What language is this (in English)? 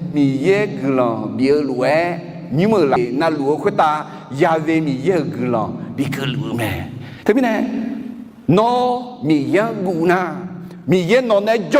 Akha